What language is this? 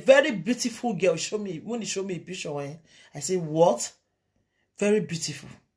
Nigerian Pidgin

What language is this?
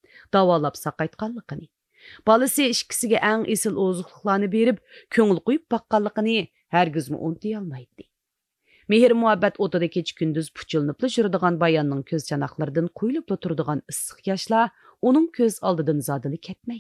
Uyghur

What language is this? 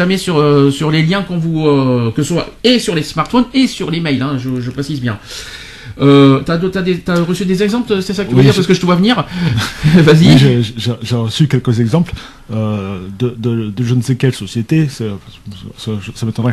French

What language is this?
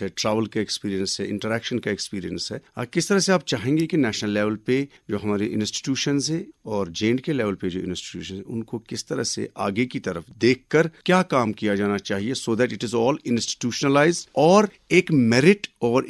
Urdu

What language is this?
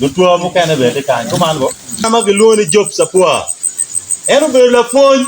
Acoli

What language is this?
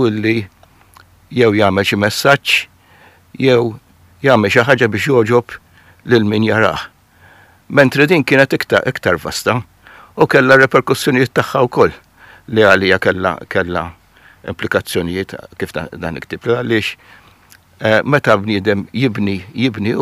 Maltese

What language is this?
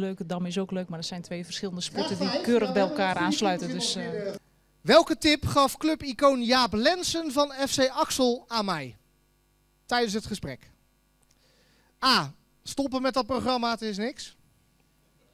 Dutch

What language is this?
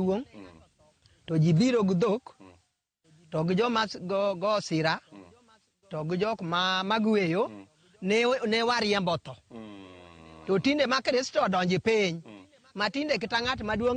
Luo (Kenya and Tanzania)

